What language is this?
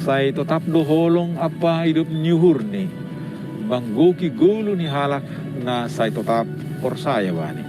Batak Simalungun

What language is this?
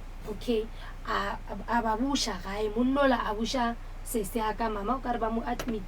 Northern Sotho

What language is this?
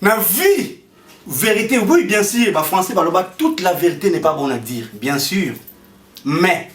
Lingala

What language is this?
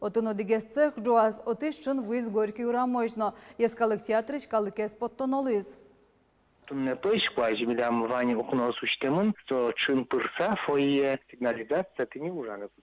Udmurt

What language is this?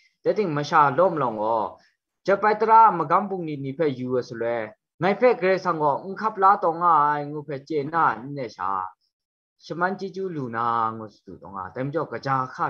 Kachin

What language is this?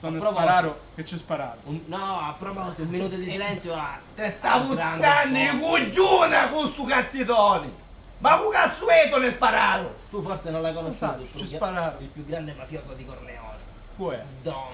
Sicilian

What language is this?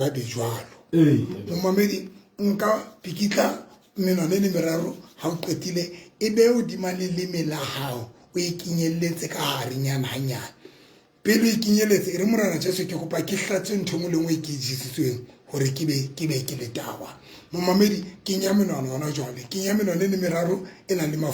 Southern Sotho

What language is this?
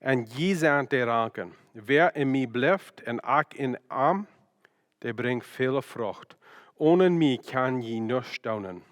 Plautdietsch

